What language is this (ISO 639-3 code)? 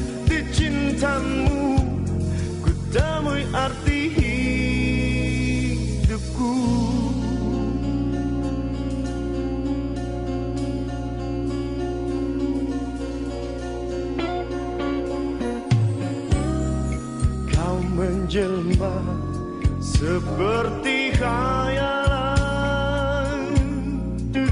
ind